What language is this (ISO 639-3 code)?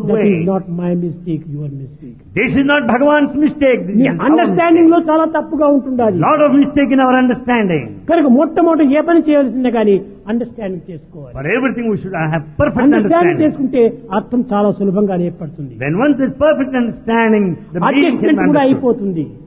tel